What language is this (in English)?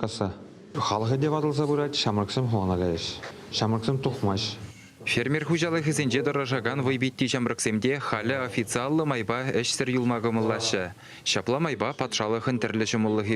Chuvash